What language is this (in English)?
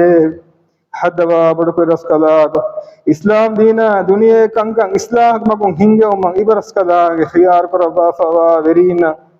Divehi